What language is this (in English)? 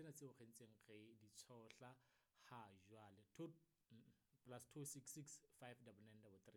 Southern Sotho